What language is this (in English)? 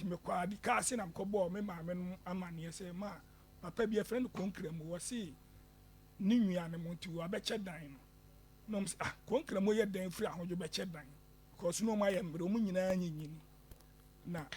Akan